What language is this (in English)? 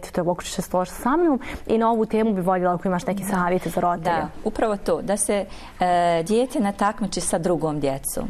Bosnian